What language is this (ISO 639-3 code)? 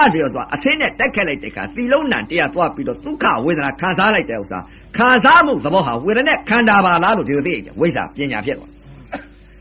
mya